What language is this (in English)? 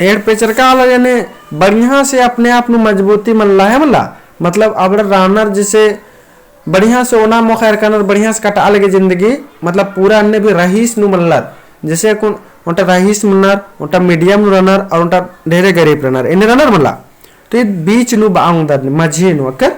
Kurukh